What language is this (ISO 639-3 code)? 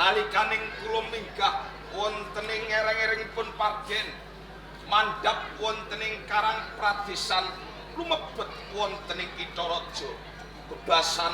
jav